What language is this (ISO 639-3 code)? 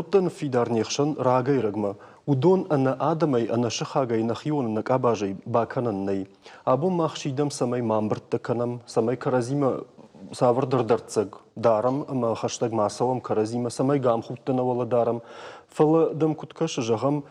oss